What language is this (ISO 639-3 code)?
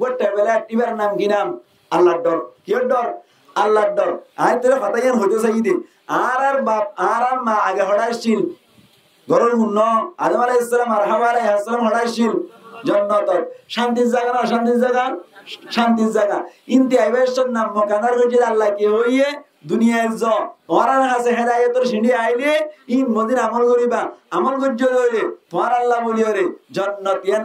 rhg